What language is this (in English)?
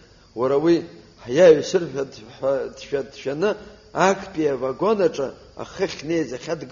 Abkhazian